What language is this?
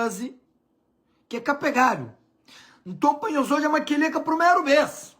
Kabuverdianu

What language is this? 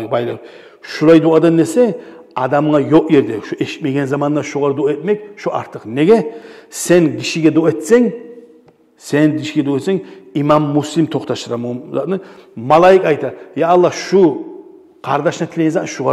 Kumyk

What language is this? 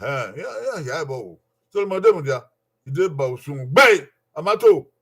Bini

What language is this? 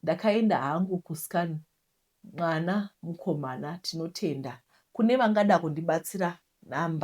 Shona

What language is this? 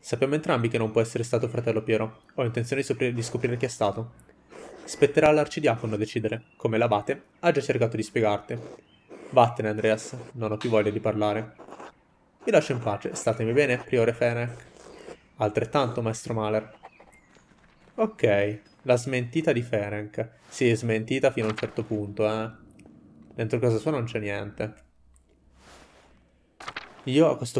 Italian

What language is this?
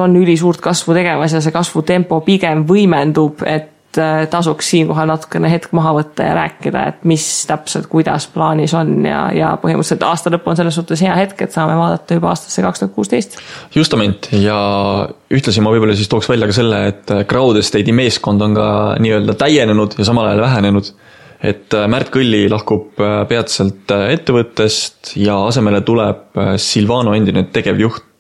Estonian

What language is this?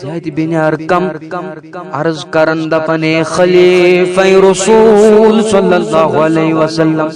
Kashmiri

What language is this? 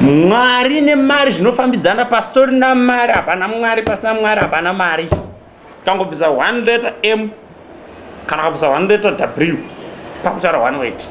Shona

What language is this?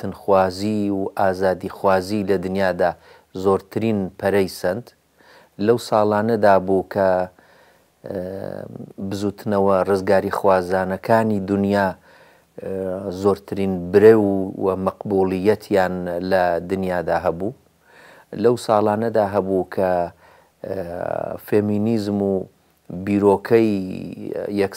Central Kurdish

